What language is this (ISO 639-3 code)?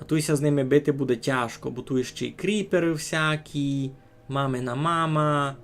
rue